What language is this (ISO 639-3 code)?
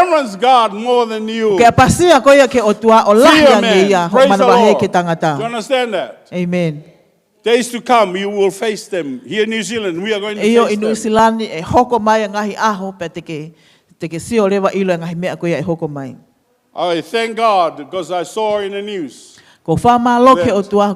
ton